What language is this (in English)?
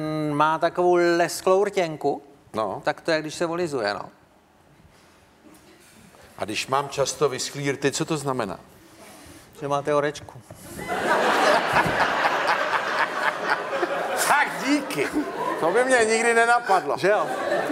Czech